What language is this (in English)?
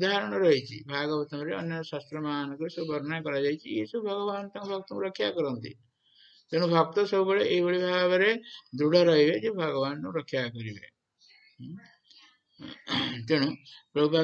Odia